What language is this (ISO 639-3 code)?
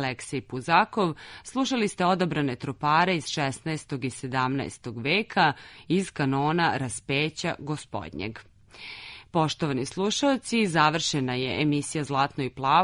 srp